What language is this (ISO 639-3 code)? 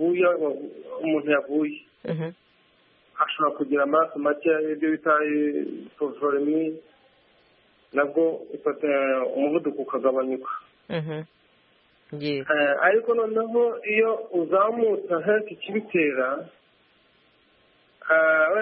kin